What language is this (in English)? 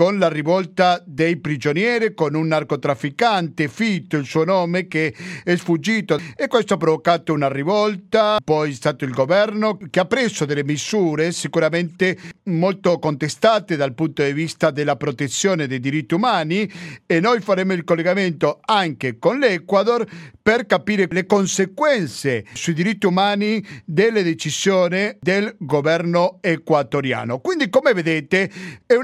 Italian